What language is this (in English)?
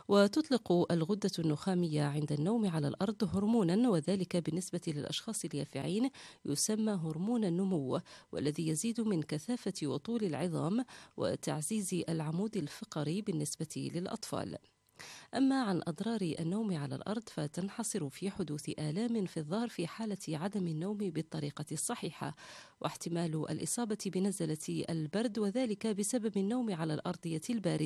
Arabic